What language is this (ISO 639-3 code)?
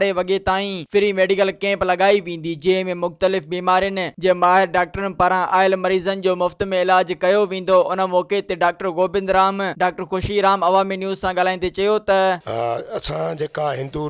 snd